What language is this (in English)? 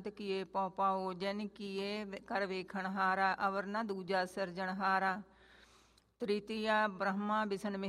Punjabi